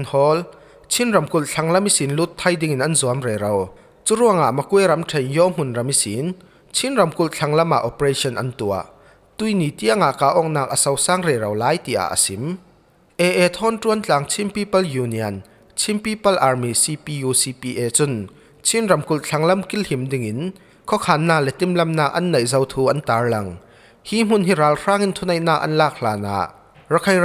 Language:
Falam Chin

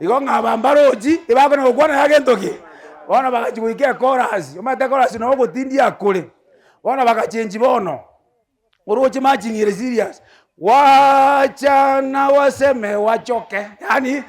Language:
Gusii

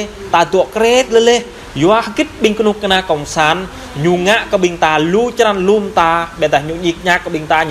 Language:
Jarai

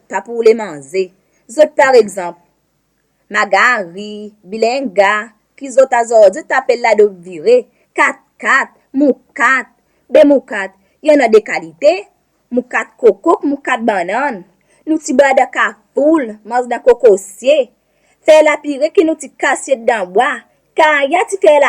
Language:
Seselwa Creole French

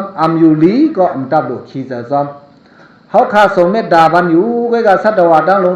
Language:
Shan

